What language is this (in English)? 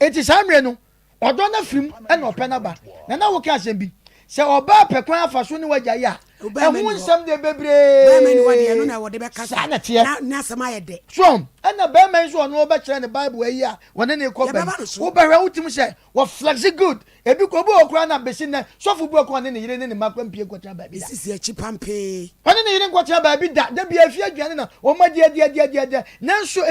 Akan